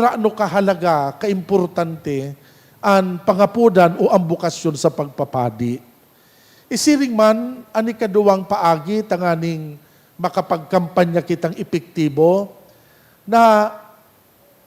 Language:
Bikol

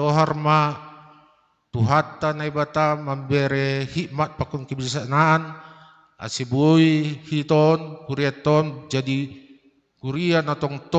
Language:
Batak Simalungun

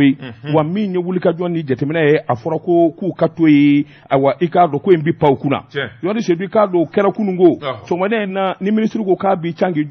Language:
Bambara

